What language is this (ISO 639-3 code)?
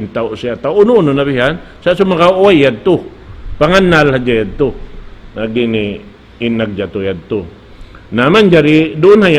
tsg